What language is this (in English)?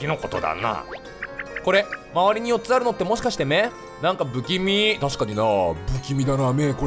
Japanese